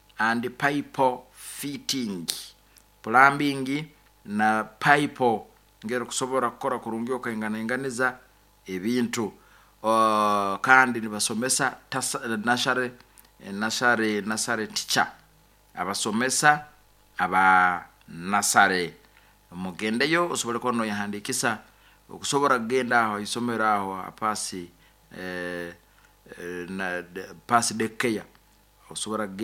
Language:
Nyoro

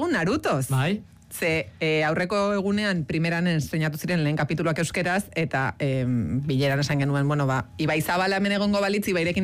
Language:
Basque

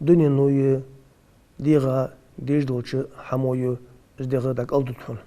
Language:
Ingush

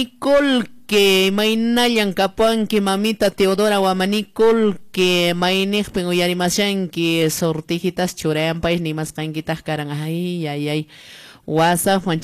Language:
Quechua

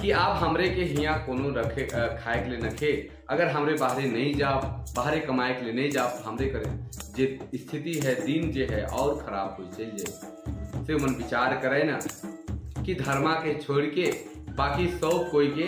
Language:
Sadri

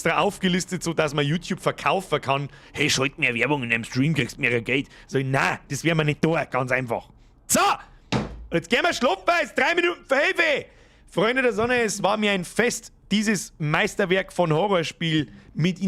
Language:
Bavarian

